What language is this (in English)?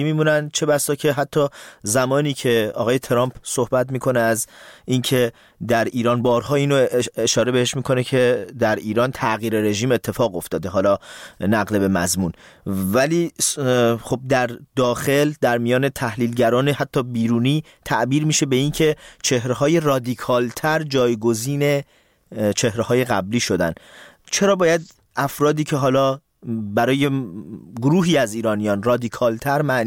Persian